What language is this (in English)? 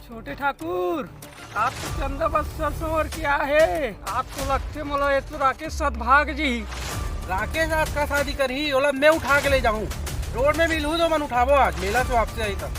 Chhattisgarhi